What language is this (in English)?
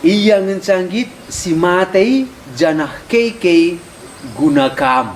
Batak Karo